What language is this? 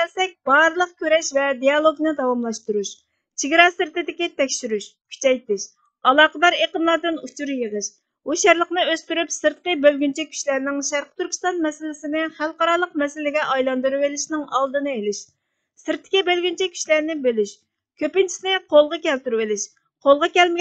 Uyghur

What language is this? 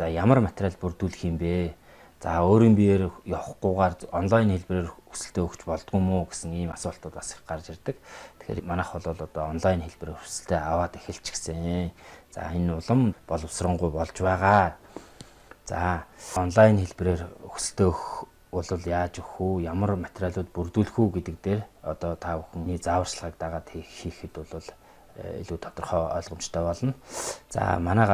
Mongolian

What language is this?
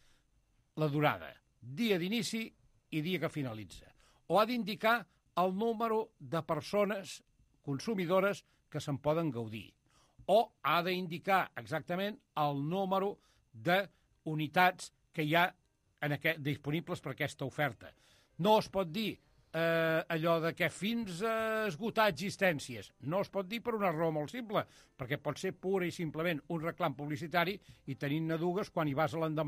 Catalan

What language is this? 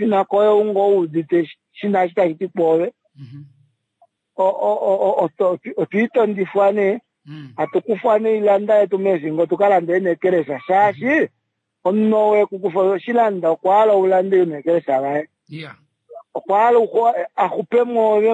Kuanyama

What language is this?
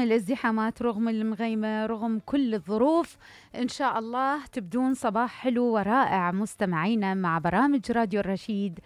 Mesopotamian Arabic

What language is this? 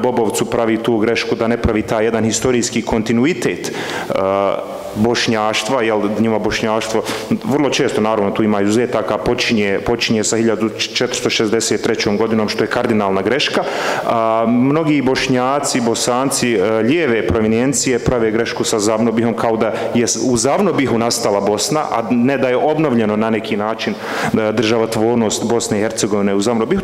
Bosnian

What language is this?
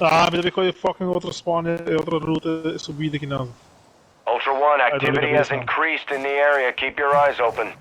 Papiamento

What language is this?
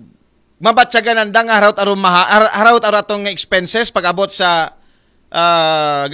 Aklanon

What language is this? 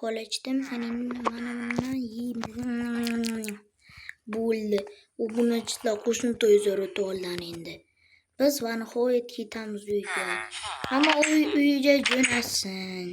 Uzbek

